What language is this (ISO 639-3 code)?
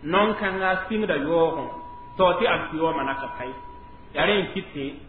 mos